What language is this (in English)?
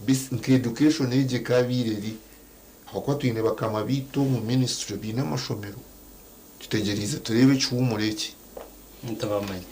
Nyankole